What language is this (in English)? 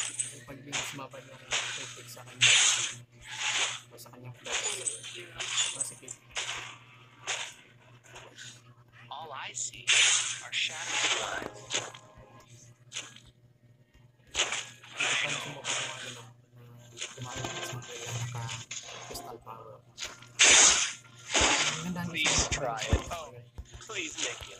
Filipino